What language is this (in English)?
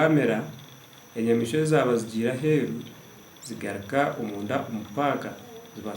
Nyankole